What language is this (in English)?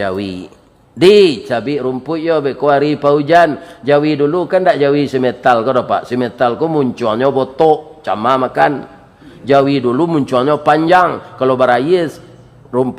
Minangkabau